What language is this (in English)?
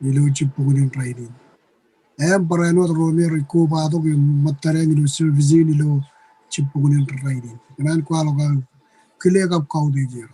Marshallese